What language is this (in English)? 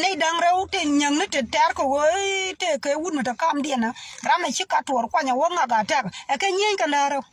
Nuer